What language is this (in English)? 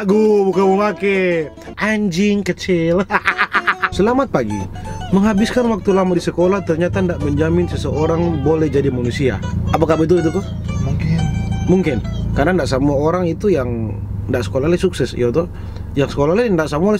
Manado Malay